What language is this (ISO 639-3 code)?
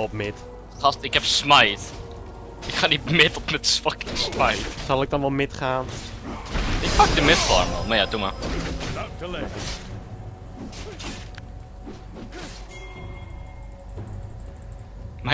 nld